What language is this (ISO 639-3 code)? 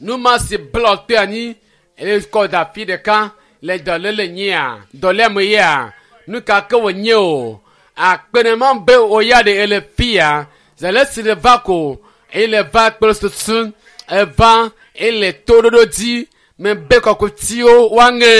ewe